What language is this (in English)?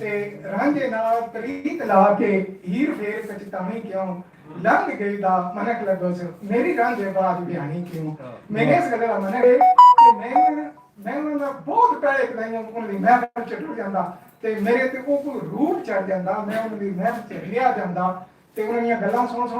Western Panjabi